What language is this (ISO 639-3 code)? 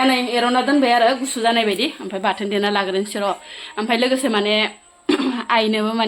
brx